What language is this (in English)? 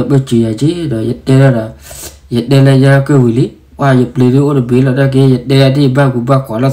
S'gaw Karen